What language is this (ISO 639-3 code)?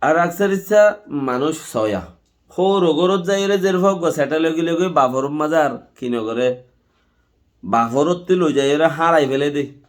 rhg